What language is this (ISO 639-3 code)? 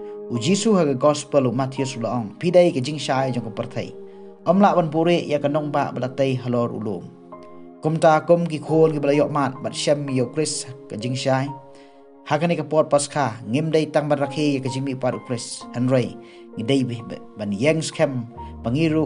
kha